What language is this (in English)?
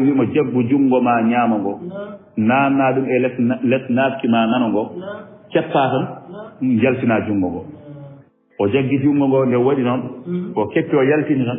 Fula